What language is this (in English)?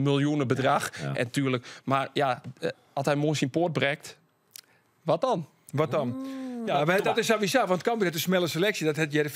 Western Frisian